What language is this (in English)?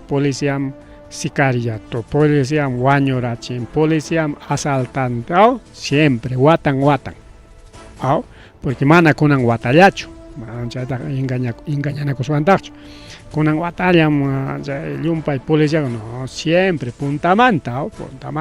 Ayacucho Quechua